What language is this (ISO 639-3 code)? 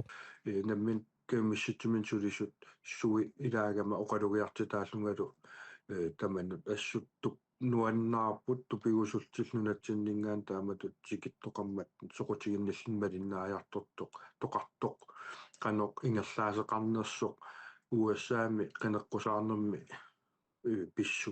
kal